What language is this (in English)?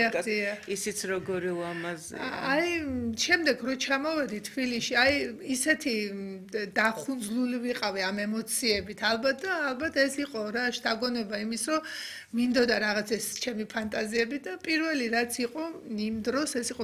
Georgian